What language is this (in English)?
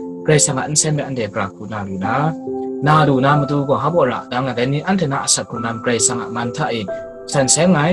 Kachin